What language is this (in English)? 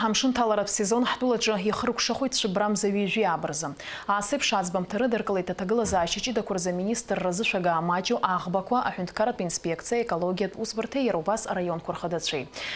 Abkhazian